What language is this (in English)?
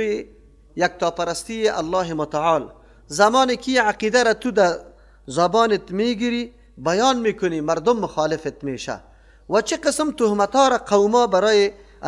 Persian